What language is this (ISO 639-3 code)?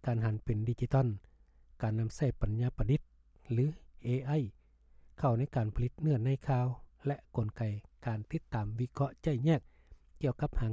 lao